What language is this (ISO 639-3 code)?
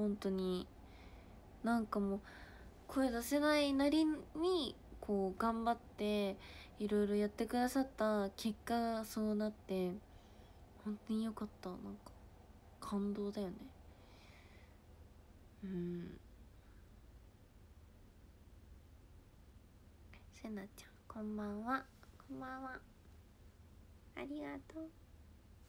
jpn